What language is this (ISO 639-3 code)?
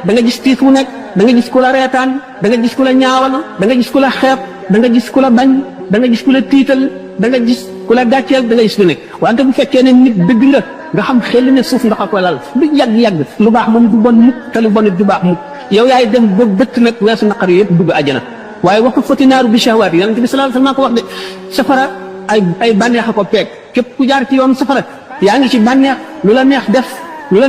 wol